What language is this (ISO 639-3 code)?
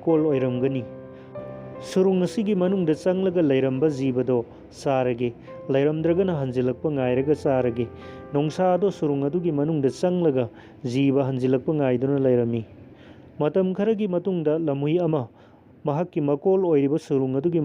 mni